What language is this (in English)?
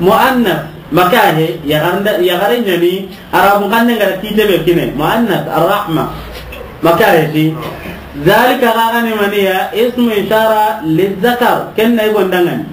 Soninke